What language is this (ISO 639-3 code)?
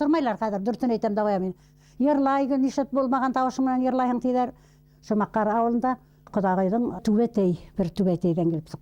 bak